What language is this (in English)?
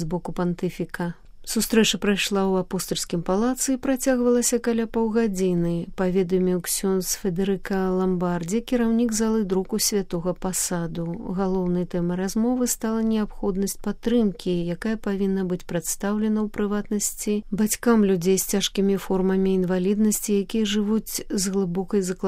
Belarusian